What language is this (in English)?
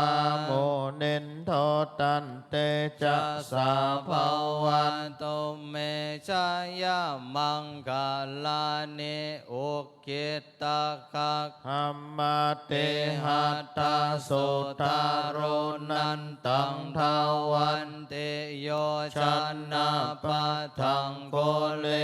Pali